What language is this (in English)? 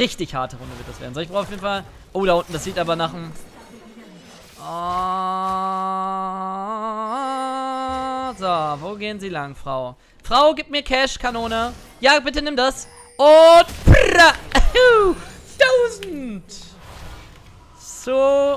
German